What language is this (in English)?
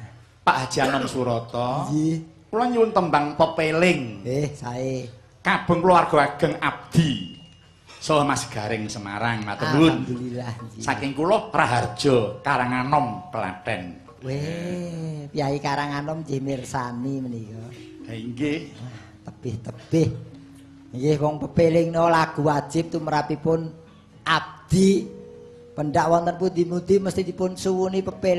Javanese